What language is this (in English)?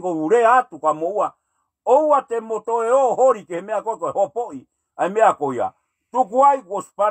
Tongan